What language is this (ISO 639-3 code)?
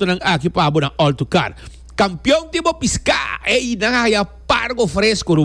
pap